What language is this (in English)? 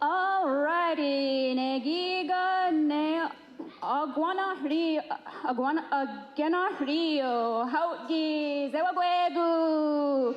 Mohawk